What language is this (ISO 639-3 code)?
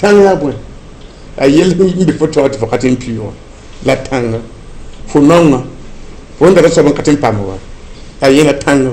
mos